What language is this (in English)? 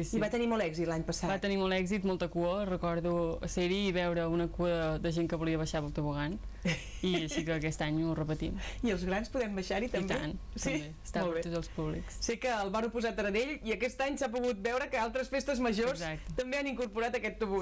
Catalan